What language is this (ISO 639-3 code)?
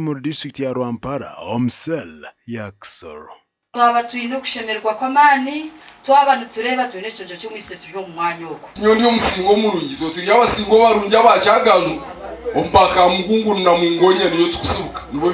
nyn